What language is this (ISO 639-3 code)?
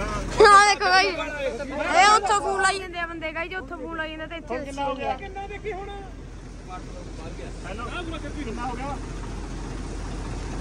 pan